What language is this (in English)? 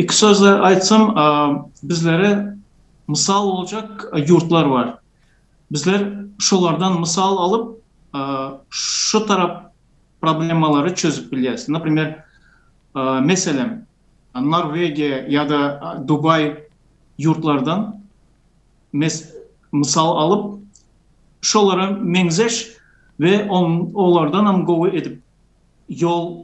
Turkmen